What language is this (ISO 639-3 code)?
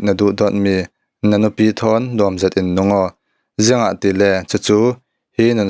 cfm